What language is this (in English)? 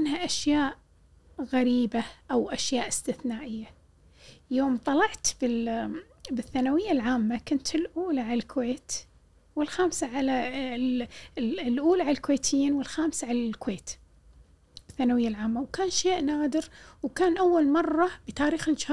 Gulf Arabic